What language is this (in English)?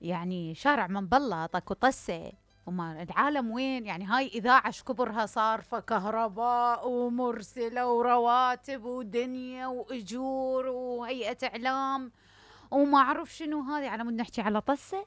Mesopotamian Arabic